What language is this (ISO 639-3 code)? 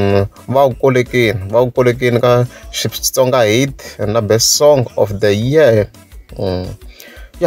tso